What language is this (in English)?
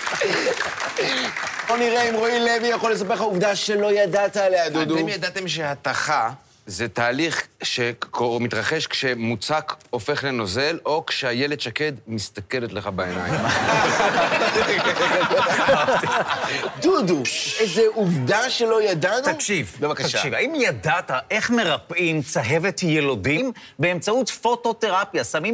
Hebrew